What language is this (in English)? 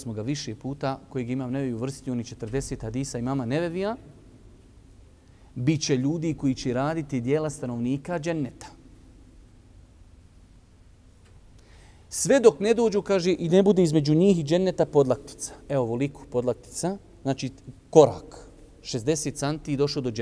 Bosnian